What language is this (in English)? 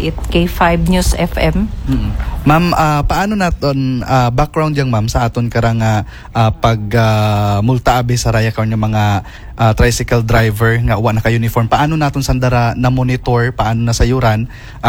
Aklanon